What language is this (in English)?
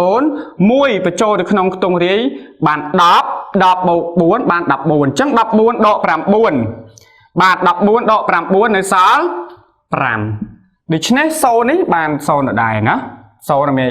Khmer